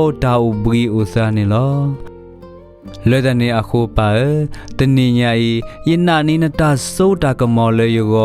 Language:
S'gaw Karen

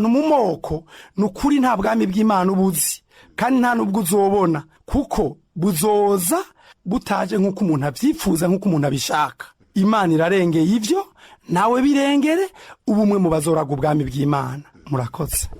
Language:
Rundi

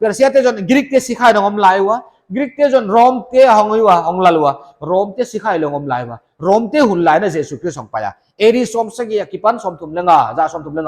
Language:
Paite Chin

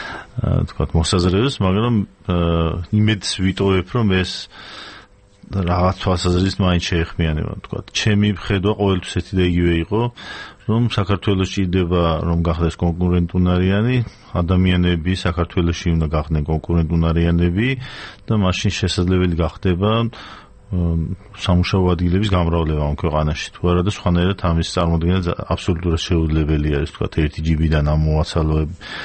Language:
Georgian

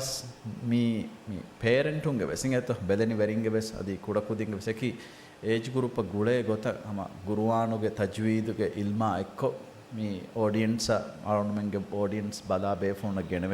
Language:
Divehi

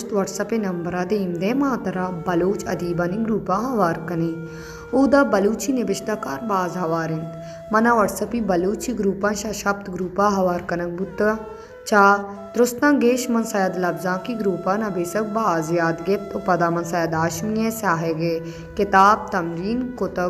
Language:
Baluchi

